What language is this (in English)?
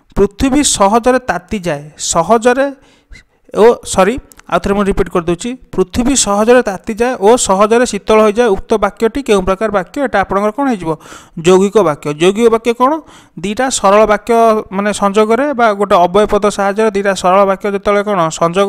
Odia